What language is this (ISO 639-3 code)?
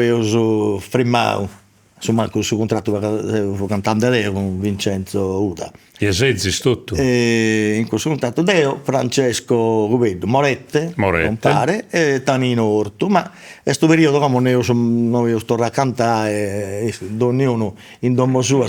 srd